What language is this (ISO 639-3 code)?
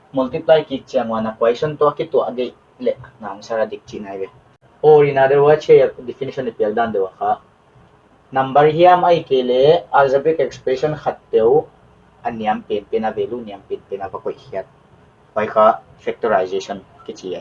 pck